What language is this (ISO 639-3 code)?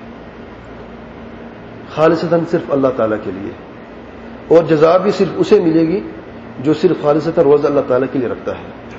urd